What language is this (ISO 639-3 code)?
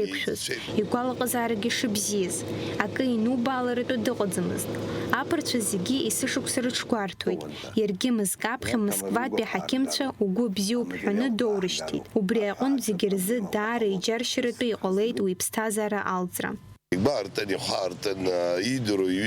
abk